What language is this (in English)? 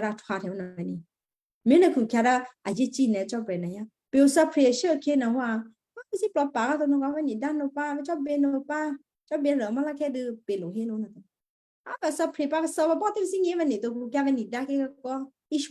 Western Kayah